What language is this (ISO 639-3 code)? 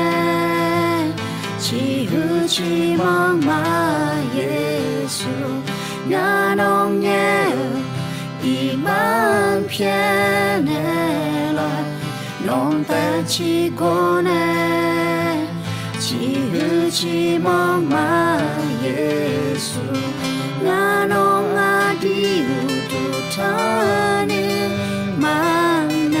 ahk